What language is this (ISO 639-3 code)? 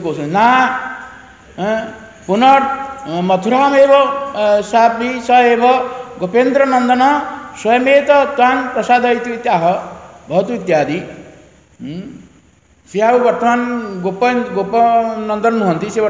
ori